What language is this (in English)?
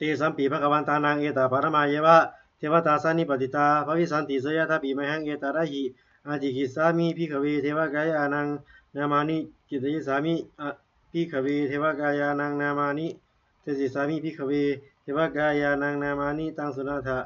Pali